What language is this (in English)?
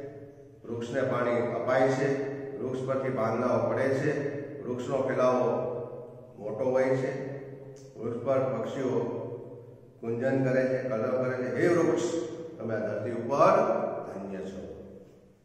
Gujarati